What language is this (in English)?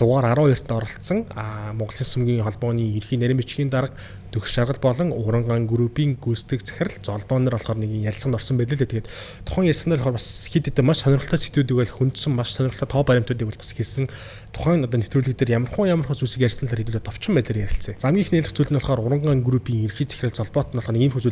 Mongolian